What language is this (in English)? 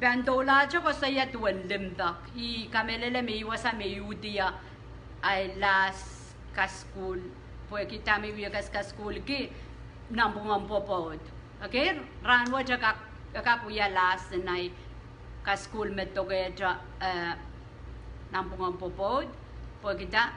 Pohnpeian